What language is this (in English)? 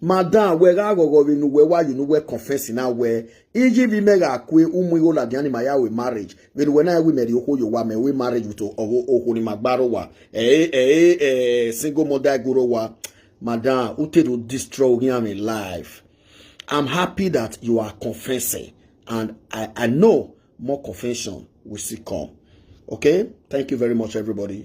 Nigerian Pidgin